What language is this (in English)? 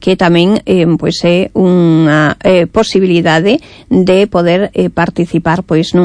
Galician